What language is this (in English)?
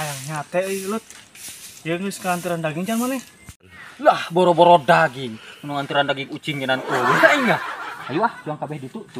Sundanese